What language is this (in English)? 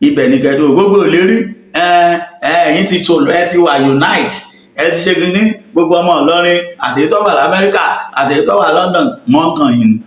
Yoruba